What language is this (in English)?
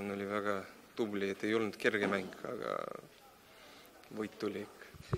Estonian